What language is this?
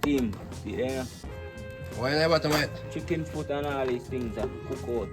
Jamaican Creole English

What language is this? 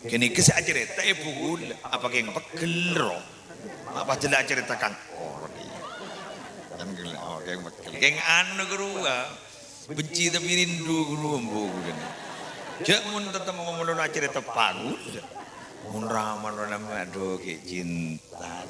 Madurese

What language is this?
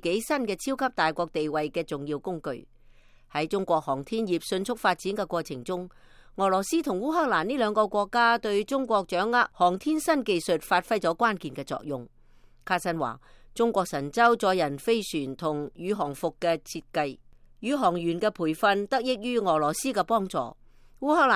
Cantonese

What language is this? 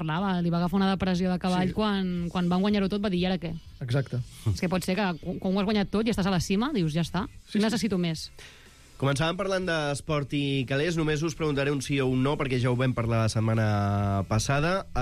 Catalan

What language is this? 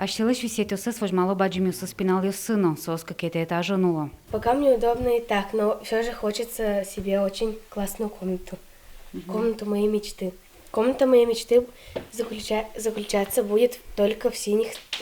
Udmurt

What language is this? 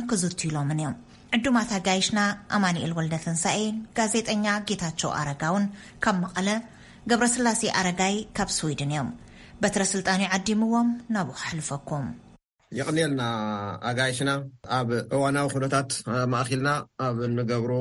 Tigrinya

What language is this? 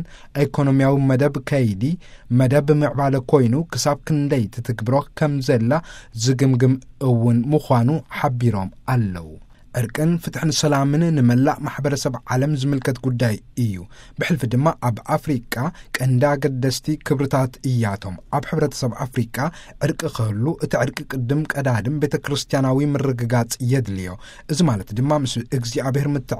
Tigrinya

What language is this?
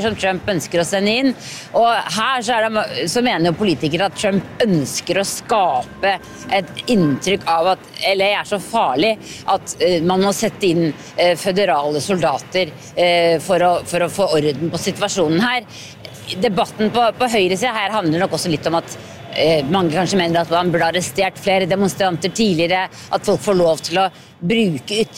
Norwegian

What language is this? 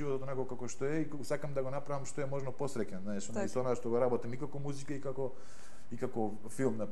Macedonian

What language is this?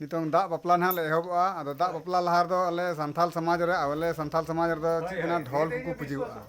Santali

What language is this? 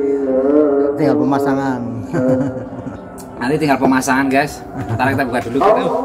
Indonesian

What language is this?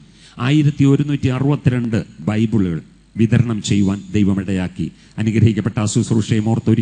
Malayalam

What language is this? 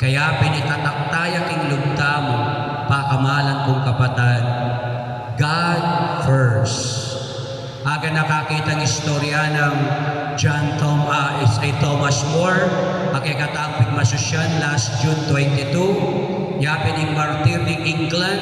Pampanga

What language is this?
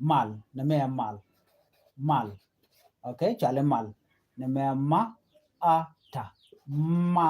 Nuer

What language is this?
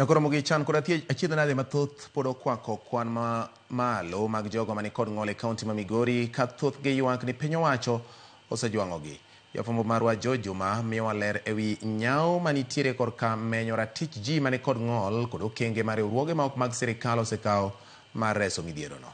Luo (Kenya and Tanzania)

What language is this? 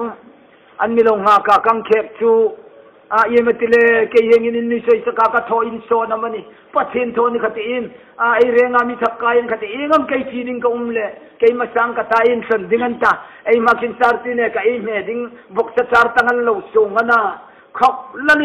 Hmar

